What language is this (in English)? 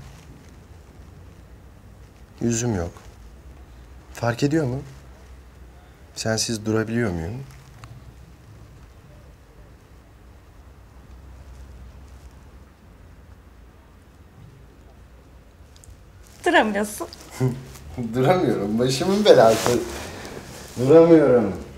Turkish